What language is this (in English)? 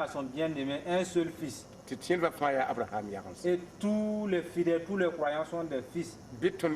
Mossi